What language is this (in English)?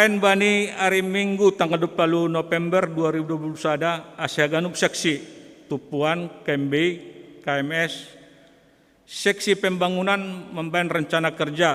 Batak Simalungun